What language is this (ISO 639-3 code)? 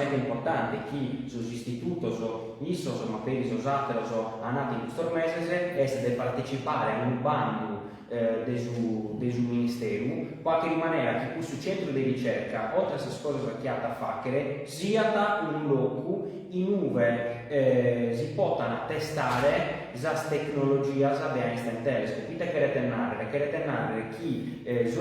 srd